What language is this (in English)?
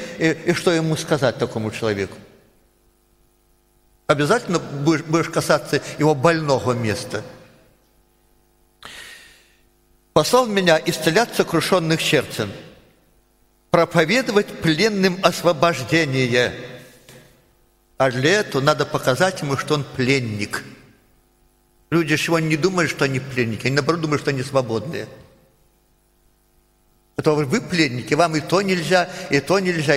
Russian